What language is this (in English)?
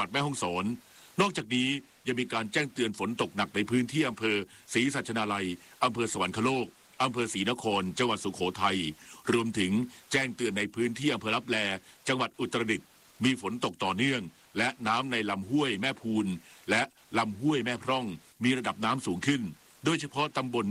Thai